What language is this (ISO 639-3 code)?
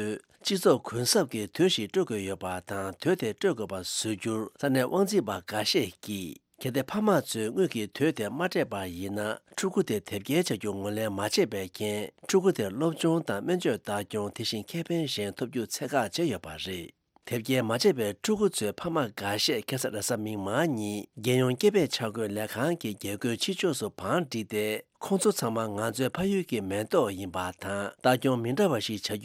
bod